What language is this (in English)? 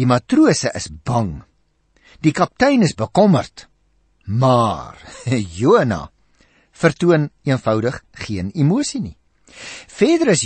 Afrikaans